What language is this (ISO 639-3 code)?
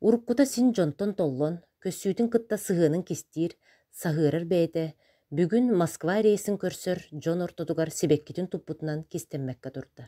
sah